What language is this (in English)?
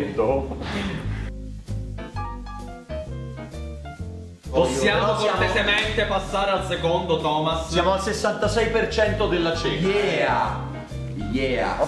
Italian